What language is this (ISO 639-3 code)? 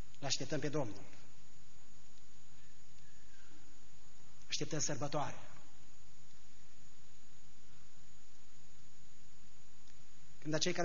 ron